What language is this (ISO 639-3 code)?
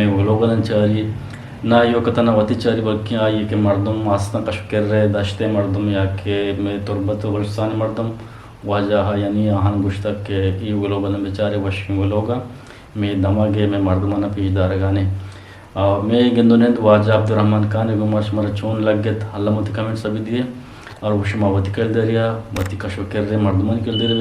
bgp